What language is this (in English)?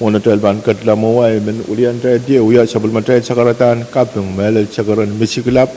Pohnpeian